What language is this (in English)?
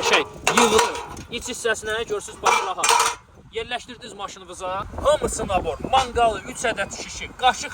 Azerbaijani